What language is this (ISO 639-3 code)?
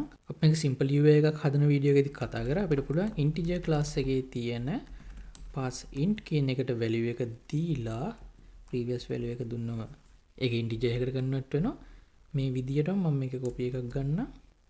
sin